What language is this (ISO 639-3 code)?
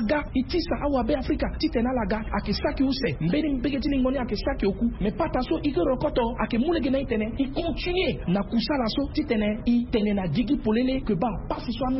sag